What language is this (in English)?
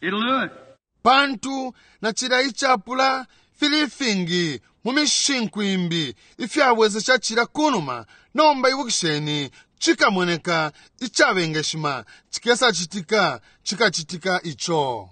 Bemba